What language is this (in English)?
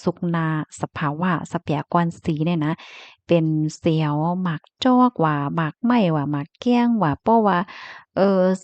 Shan